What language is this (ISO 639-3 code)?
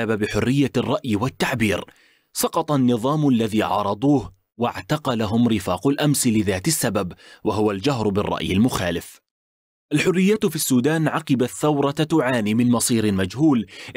ara